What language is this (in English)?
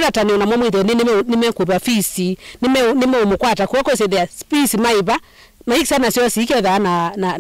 Kamba